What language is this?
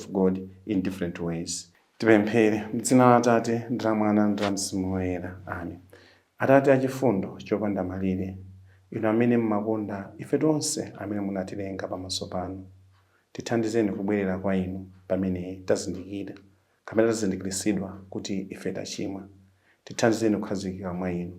Nyanja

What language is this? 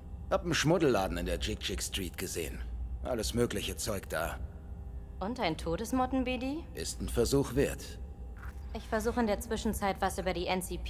Bavarian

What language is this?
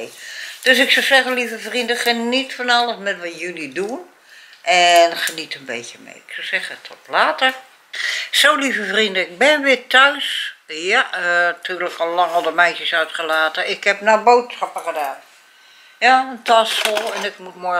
Dutch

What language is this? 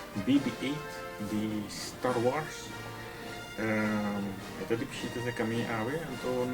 Papiamento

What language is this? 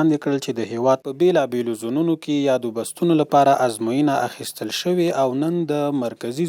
Pashto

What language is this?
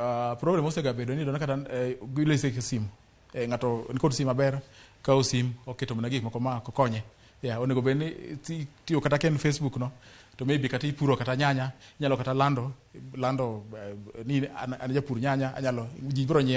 Luo (Kenya and Tanzania)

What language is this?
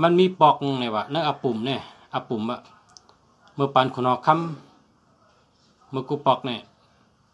Shan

